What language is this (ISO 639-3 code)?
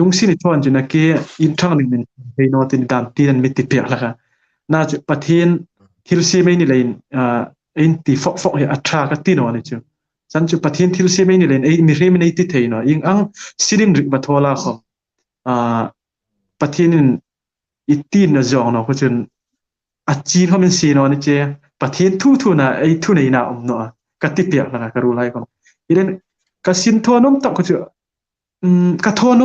hmr